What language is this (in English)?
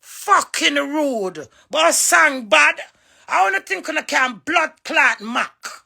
Jamaican Creole English